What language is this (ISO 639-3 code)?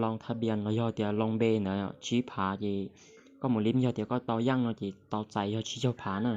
hmn